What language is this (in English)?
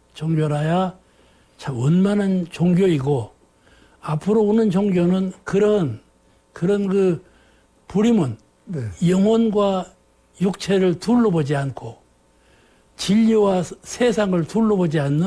Korean